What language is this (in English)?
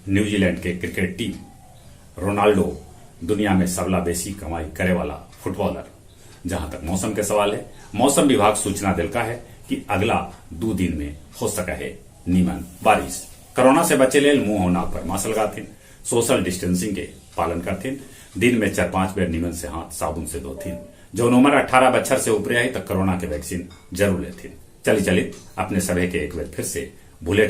Magahi